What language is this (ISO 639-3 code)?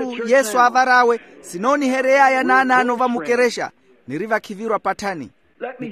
vmw